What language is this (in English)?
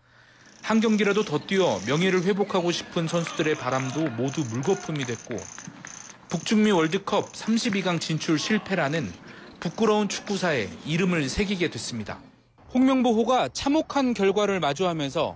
Korean